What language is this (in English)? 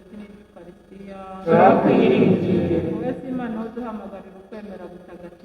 Kinyarwanda